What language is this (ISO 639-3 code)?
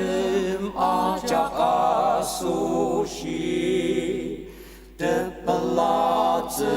njo